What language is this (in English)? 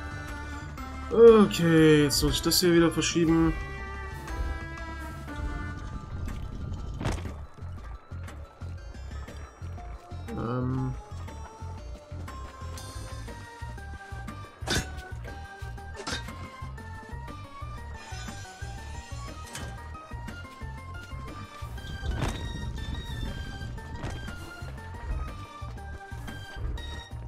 German